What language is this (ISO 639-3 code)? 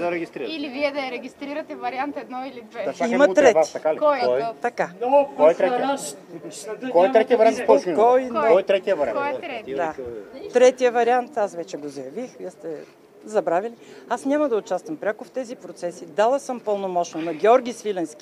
bul